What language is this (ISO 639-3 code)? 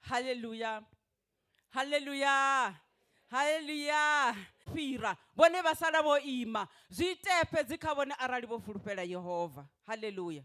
ven